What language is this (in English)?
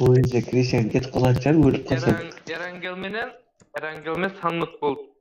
Kara-Kalpak